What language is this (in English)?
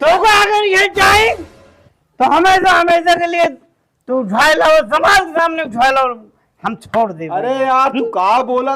Awadhi